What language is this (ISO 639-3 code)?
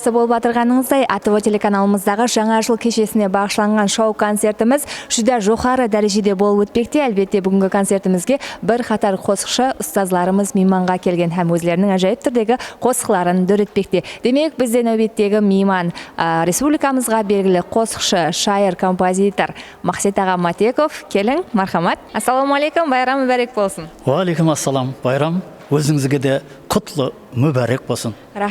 kaa